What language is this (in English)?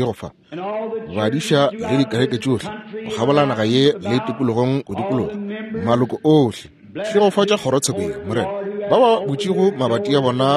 Northern Sotho